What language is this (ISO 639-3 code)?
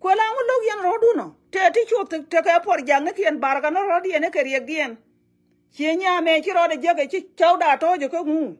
nus